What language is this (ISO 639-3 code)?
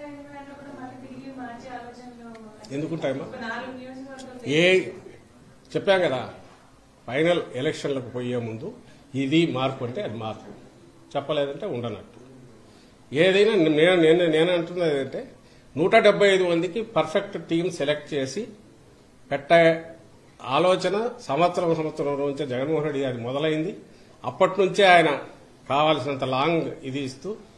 tel